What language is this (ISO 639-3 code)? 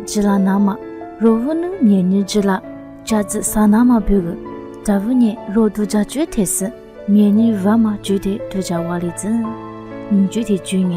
lis